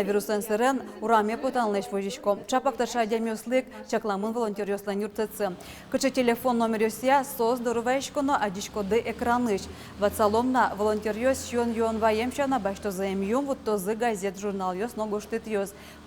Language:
Udmurt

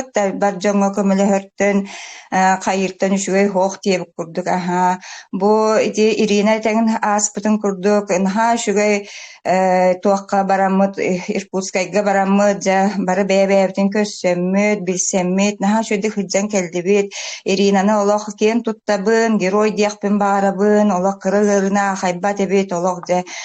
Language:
Yakut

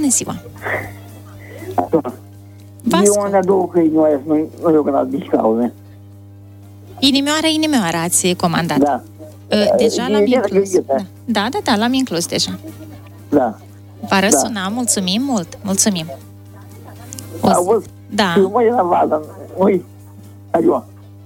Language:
Romanian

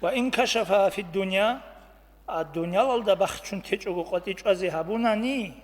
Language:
Avaric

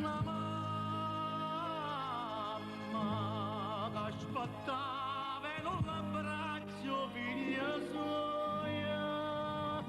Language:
Neapolitan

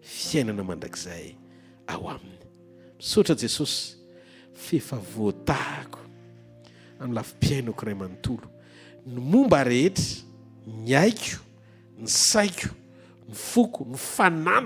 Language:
Malagasy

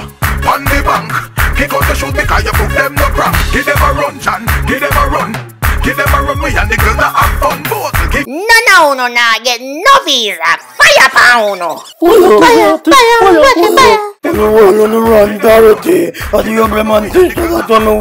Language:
Jamaican Creole English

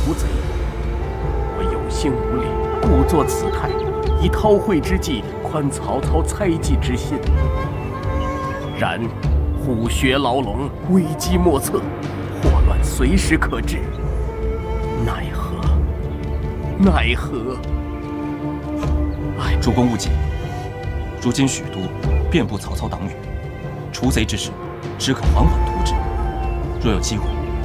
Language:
Chinese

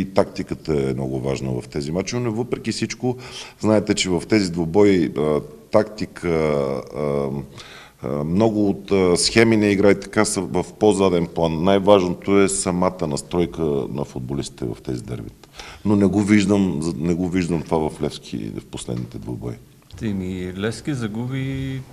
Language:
Bulgarian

